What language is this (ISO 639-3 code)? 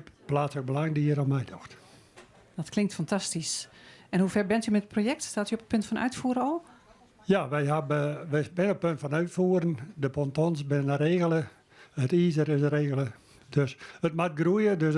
fry